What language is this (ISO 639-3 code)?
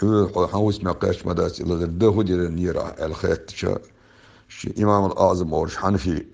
che